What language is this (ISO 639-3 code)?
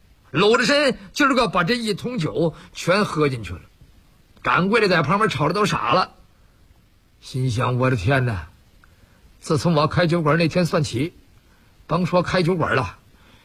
zho